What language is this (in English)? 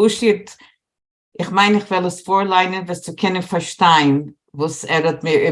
Yiddish